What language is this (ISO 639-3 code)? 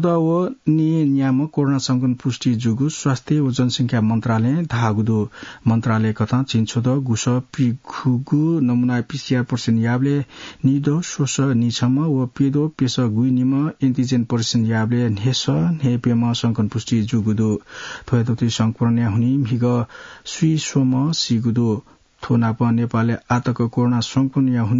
new